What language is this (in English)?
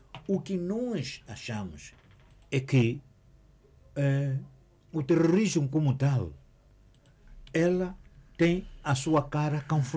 Portuguese